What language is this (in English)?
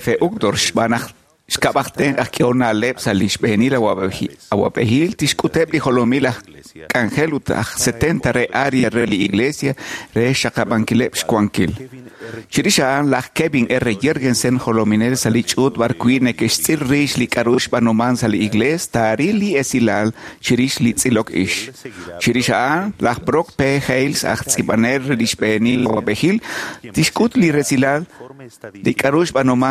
Kekchí